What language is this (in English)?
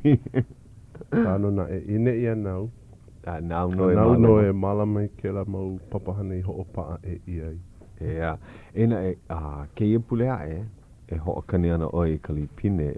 Hawaiian